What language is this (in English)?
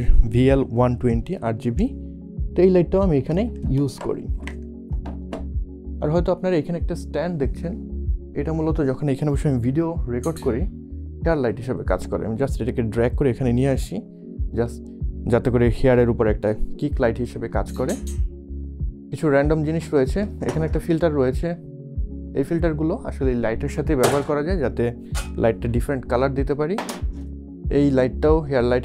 Bangla